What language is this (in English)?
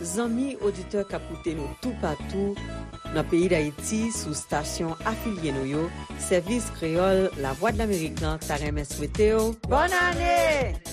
Haitian Creole